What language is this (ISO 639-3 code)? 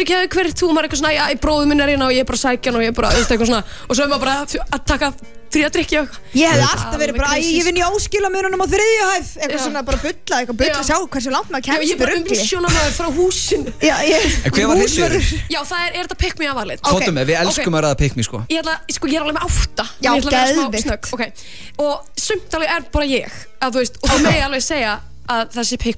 isl